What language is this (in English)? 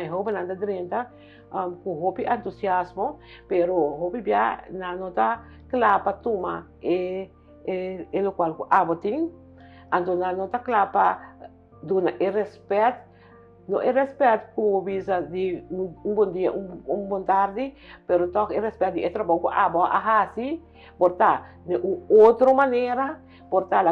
Papiamento